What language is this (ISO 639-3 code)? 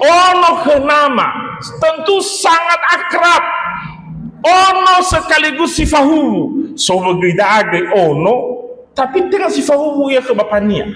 nia